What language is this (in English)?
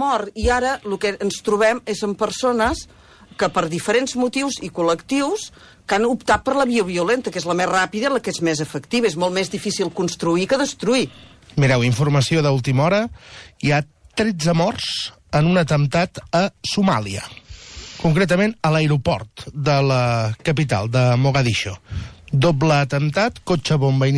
Catalan